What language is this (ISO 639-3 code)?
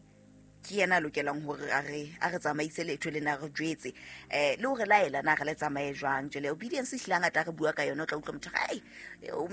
sot